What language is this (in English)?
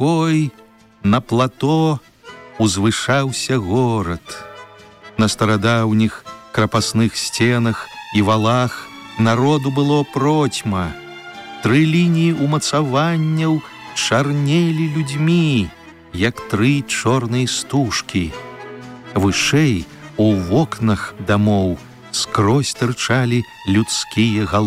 Belarusian